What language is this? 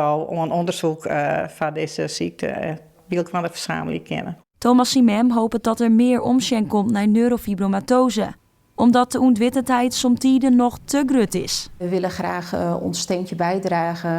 Western Frisian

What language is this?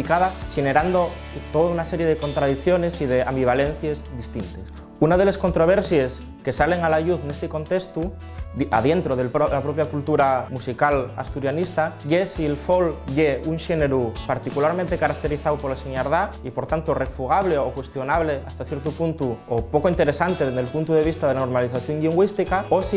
Asturian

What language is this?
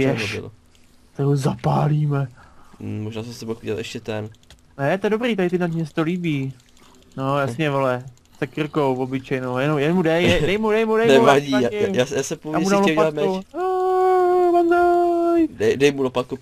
Czech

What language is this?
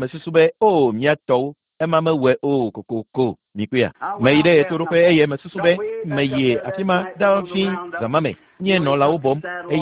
Ewe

